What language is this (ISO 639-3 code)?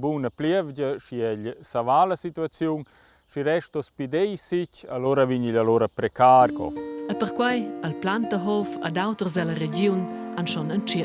roh